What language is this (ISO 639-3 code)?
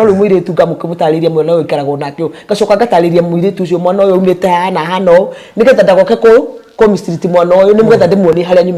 kik